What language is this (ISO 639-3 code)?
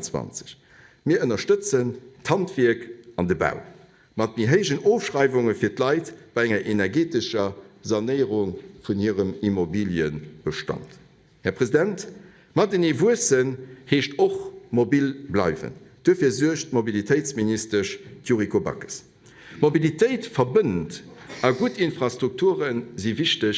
ltz